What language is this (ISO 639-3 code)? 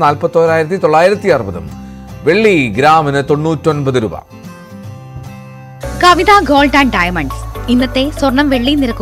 mal